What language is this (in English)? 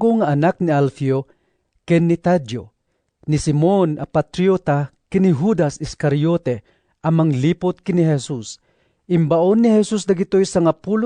Iloko